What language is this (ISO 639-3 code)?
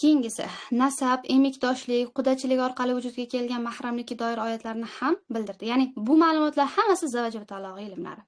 uzb